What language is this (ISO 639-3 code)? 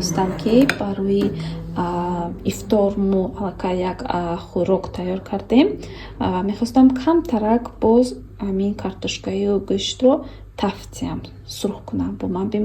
tgk